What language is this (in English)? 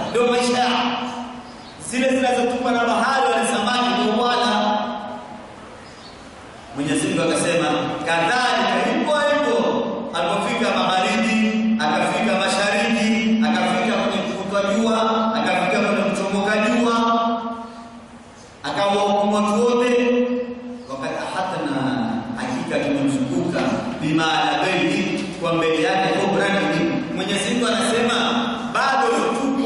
Swahili